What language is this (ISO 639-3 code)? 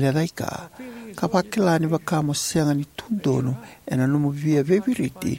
fij